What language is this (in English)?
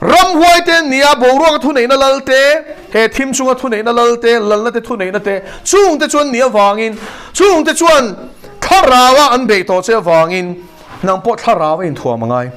Mizo